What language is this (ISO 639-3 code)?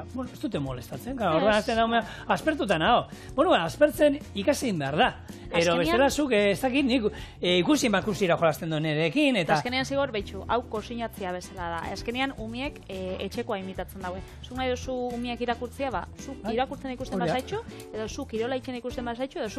eus